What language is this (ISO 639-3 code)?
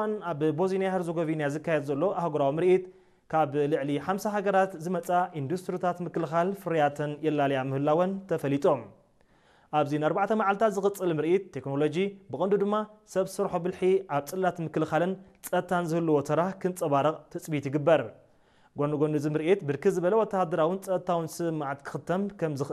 tir